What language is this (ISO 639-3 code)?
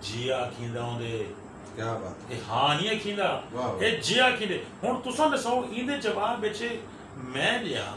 skr